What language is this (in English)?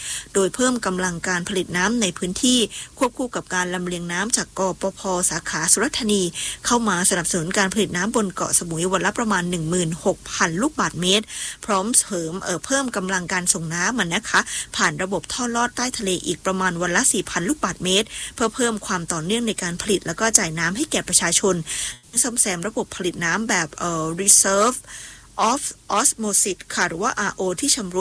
Thai